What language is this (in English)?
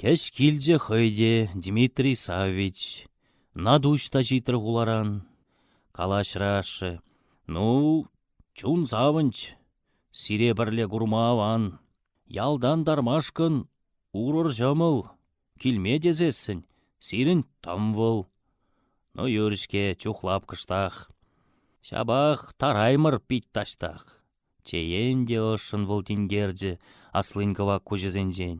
Chuvash